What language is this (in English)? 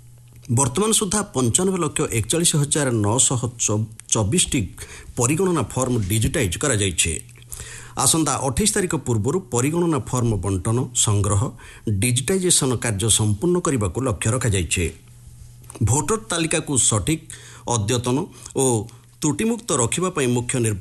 Odia